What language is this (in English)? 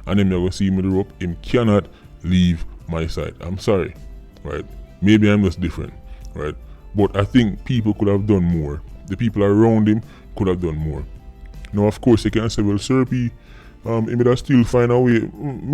Jamaican Creole English